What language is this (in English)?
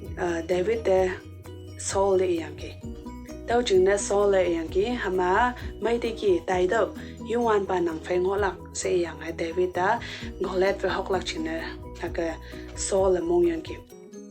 Konyak Naga